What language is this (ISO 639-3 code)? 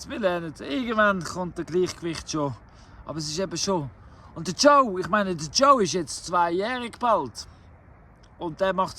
gsw